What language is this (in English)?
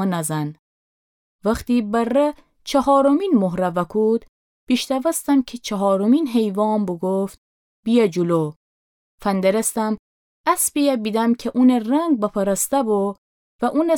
Gilaki